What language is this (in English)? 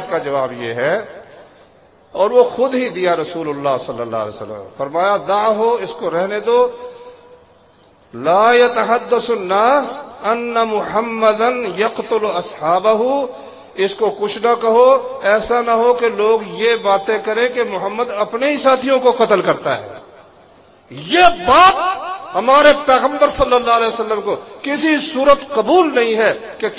Urdu